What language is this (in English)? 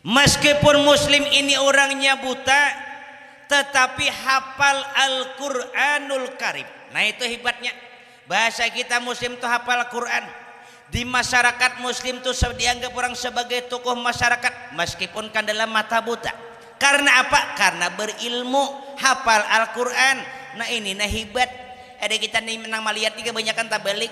Banjar